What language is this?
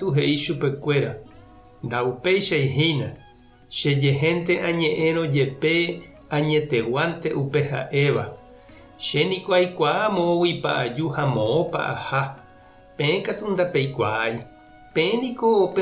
Guarani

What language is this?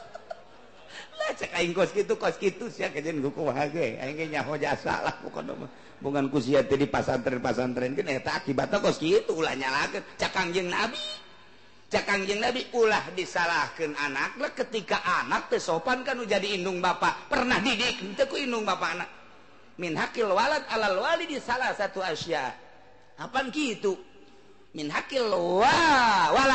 Sundanese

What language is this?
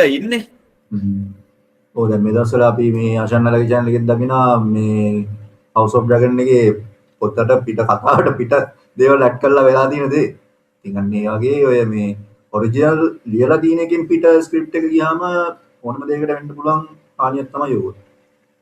Sinhala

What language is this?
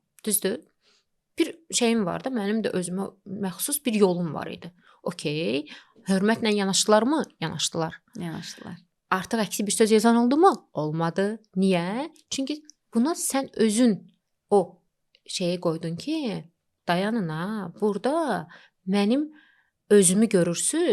Azerbaijani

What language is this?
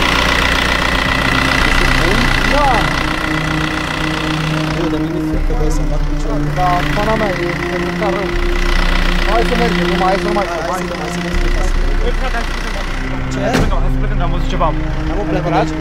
Romanian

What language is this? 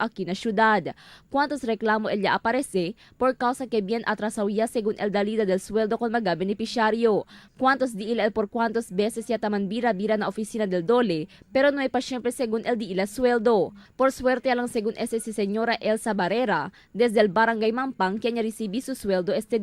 Chavacano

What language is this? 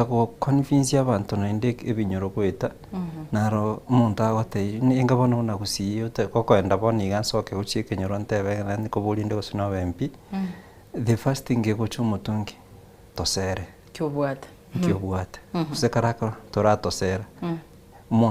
Gusii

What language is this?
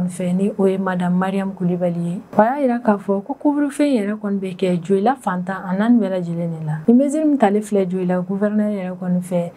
Bambara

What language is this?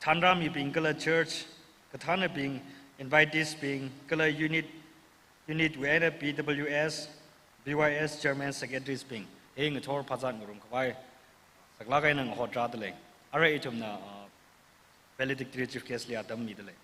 Tangkhul Naga (India)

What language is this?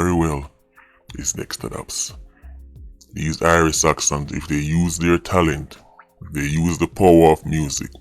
Jamaican Creole English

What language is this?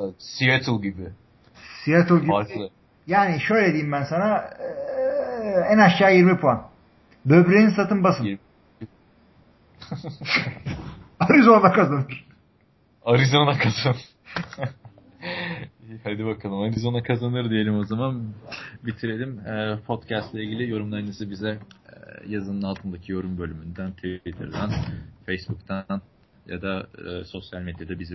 Turkish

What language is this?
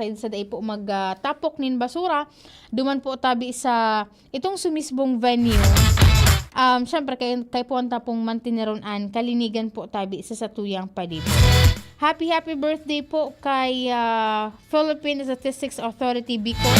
Bikol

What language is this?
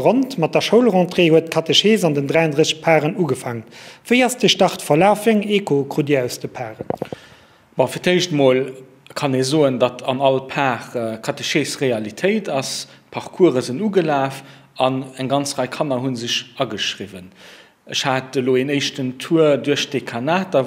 Luxembourgish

